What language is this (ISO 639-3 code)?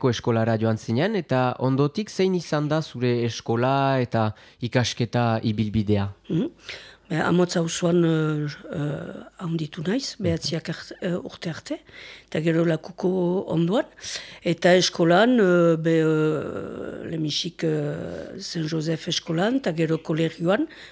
eus